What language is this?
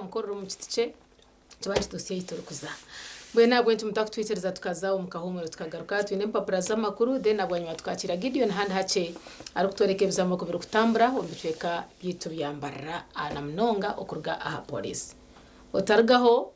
Nyankole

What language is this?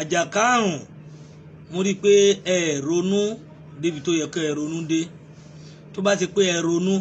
Yoruba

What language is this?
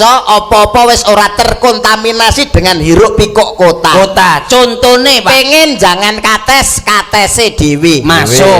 Javanese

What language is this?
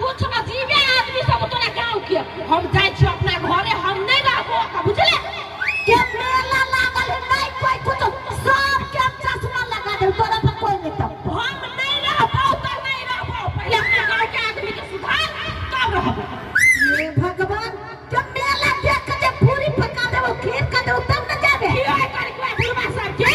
Maithili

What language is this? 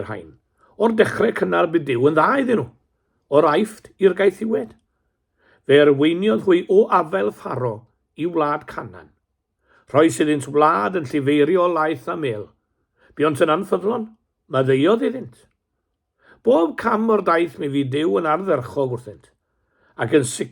Welsh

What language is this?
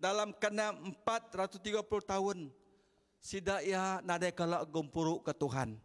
Iban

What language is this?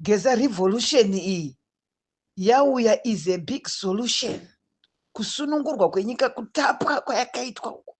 Shona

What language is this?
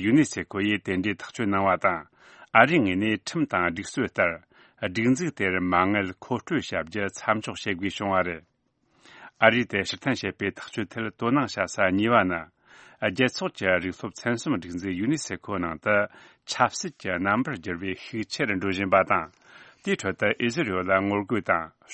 Tibetan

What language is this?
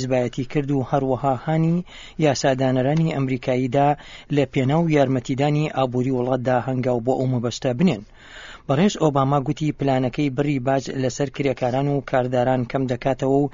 Central Kurdish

